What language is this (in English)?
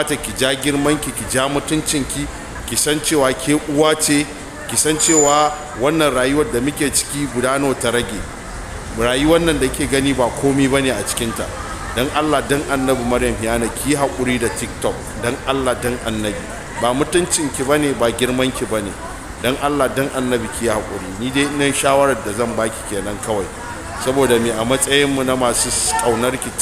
Hausa